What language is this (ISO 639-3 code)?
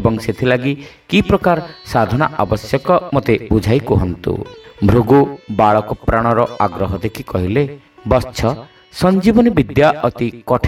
ori